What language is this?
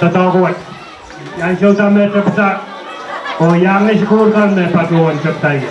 Pohnpeian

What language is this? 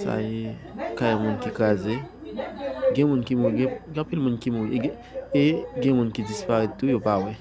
Haitian Creole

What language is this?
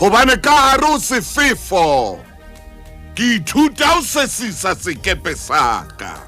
Southern Sotho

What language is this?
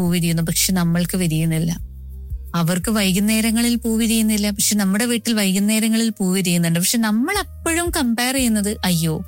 Malayalam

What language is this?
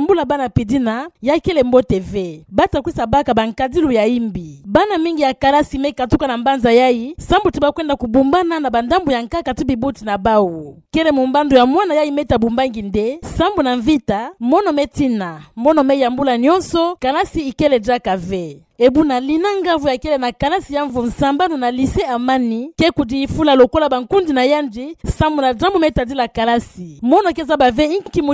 Kituba (Democratic Republic of Congo)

